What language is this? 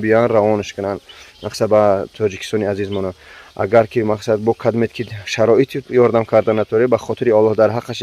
Tajik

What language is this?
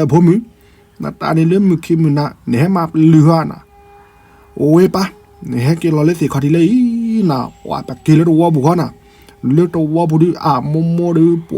S'gaw Karen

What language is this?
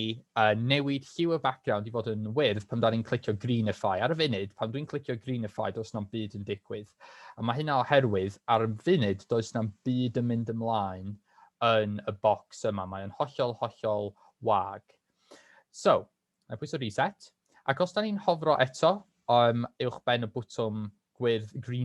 Welsh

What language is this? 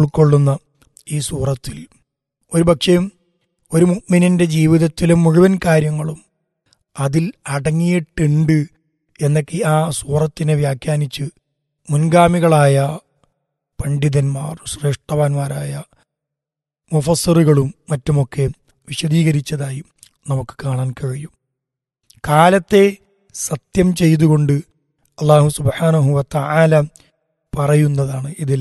Malayalam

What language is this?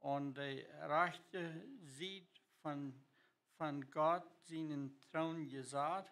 Plautdietsch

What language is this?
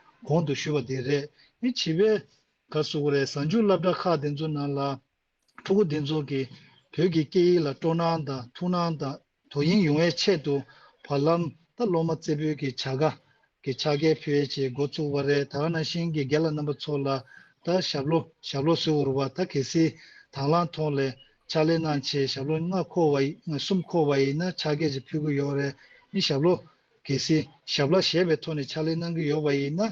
Tibetan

